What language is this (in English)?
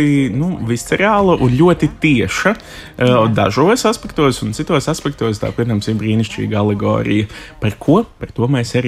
Latvian